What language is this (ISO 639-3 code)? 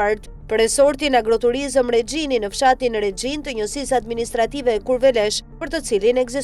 sqi